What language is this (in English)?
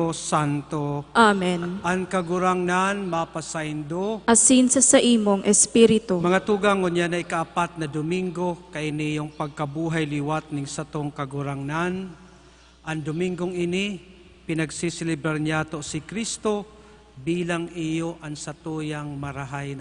Bikol